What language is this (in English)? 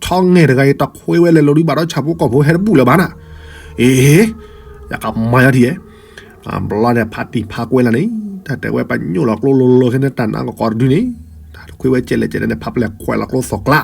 S'gaw Karen